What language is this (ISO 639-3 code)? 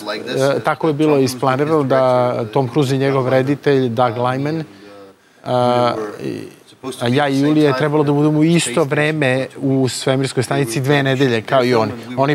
srp